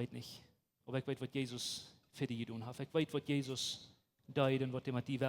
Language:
Plautdietsch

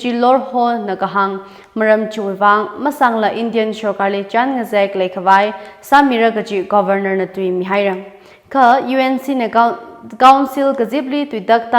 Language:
Tangkhul Naga (India)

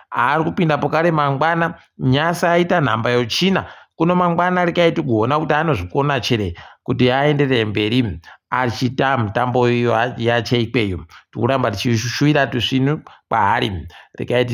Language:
Ndau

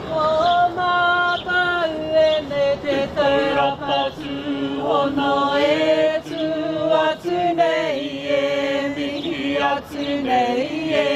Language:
Māori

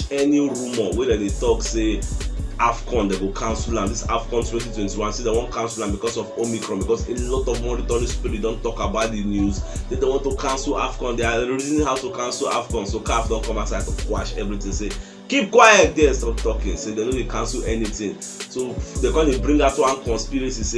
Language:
Nigerian Pidgin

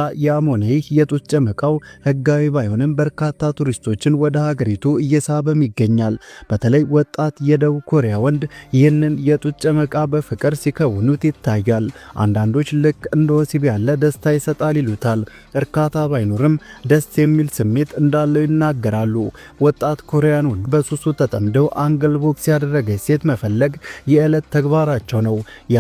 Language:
Amharic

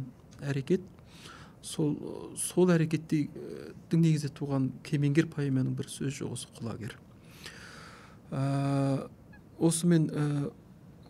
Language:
Kazakh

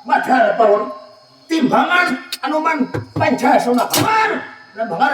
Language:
Banjar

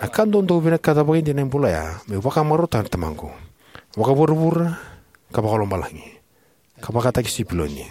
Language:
Fijian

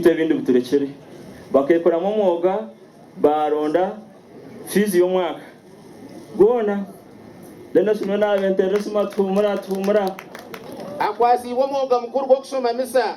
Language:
Nyankole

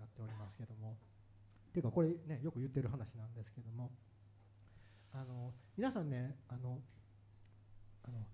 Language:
Japanese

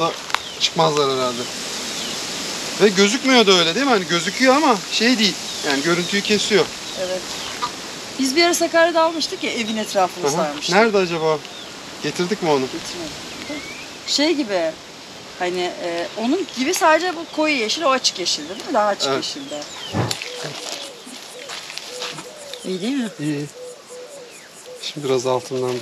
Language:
Turkish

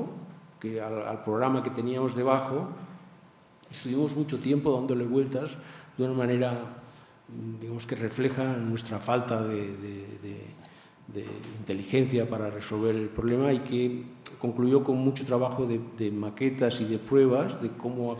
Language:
Spanish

